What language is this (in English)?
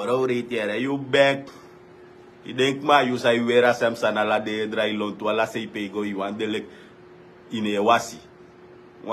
Sranan Tongo